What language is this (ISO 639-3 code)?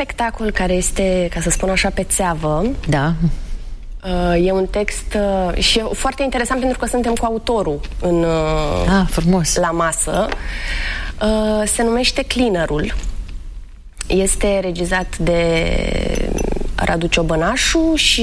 ron